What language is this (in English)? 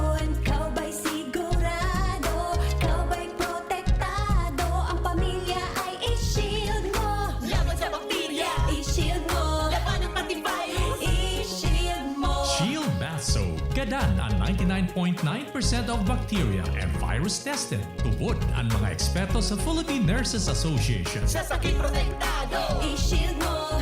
Bikol